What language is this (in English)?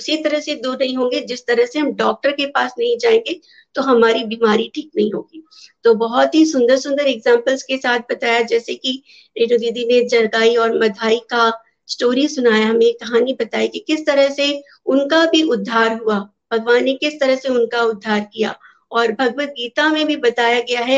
Hindi